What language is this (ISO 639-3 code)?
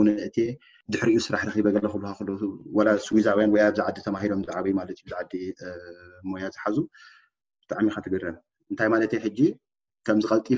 tir